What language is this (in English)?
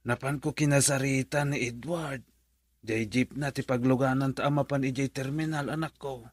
Iloko